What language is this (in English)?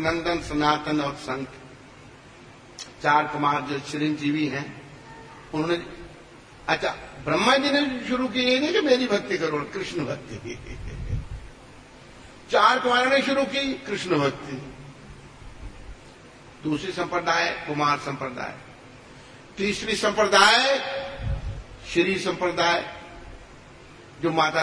Hindi